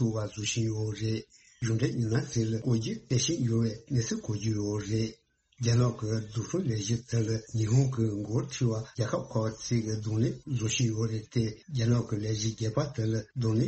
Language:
Tibetan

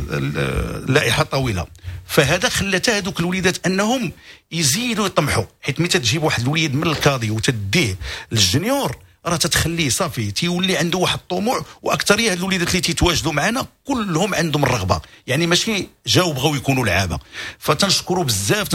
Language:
Moroccan Arabic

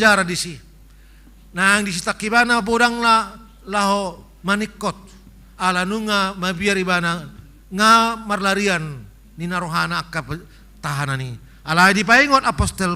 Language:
Batak Toba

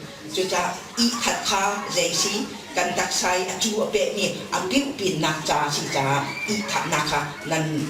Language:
Hakha Chin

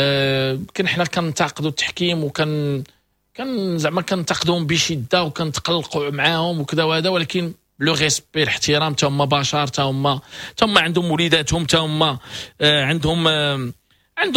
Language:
Moroccan Arabic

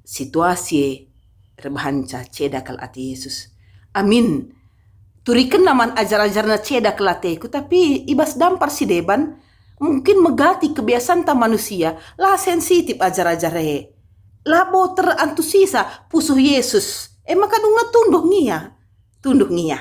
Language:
Batak Karo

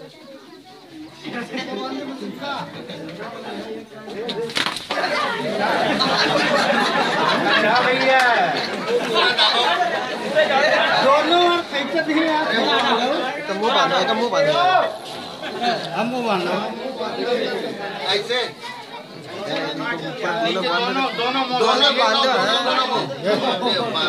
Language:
Hindi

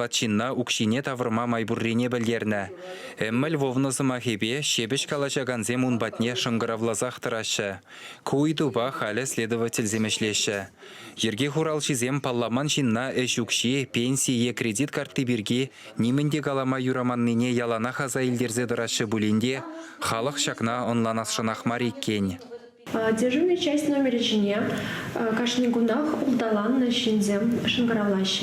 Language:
Chuvash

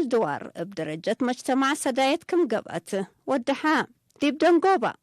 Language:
Tigre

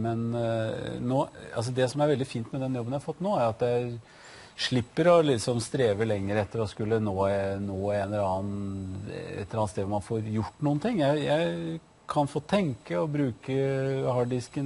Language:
Norwegian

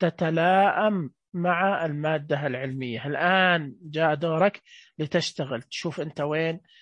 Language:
Najdi Arabic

